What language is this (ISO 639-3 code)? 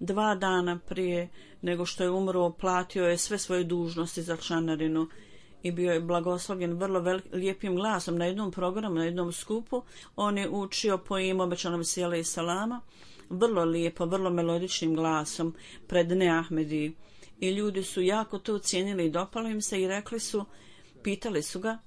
bos